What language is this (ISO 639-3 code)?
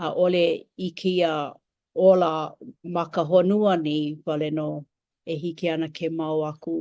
haw